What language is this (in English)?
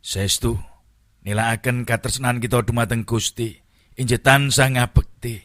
Javanese